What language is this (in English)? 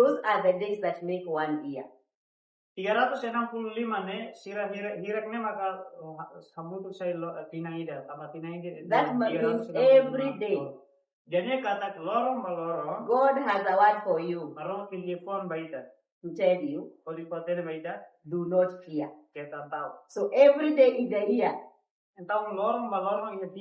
Tetum